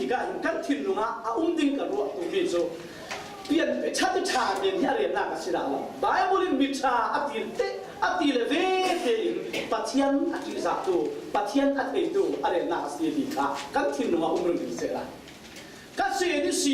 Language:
Falam Chin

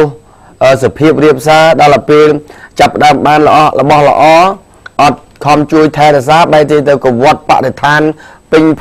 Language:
Khmer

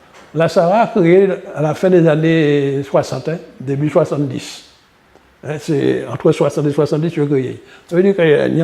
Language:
Guadeloupean Creole French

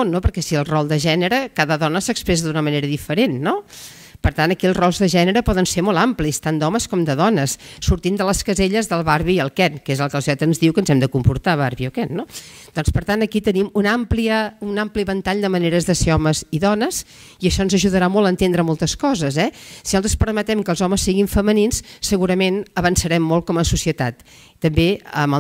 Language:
Catalan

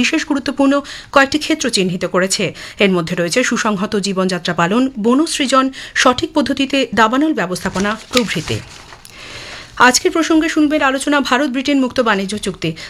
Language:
Bangla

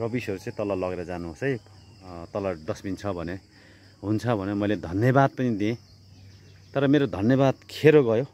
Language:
Nepali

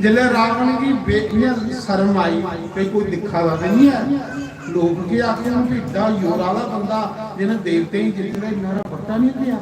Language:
Dogri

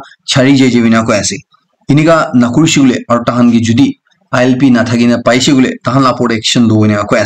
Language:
Naga Pidgin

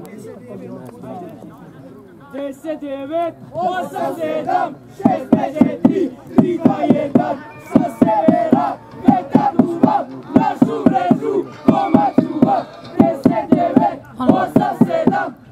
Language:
Serbian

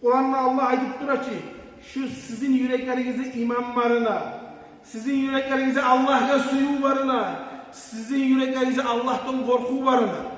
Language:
Kumyk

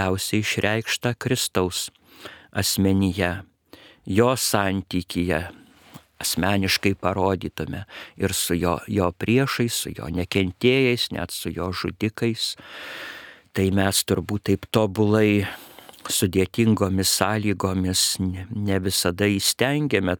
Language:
Lithuanian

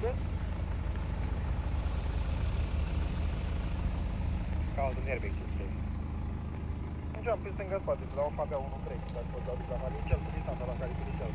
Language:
Romanian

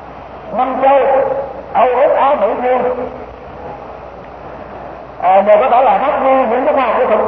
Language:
Vietnamese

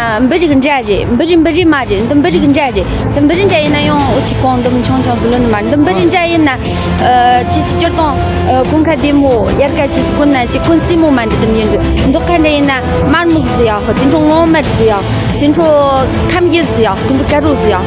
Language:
Tibetan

